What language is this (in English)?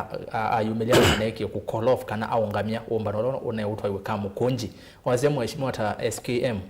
Kamba